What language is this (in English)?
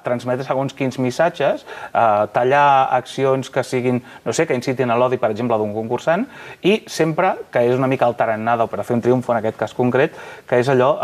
Catalan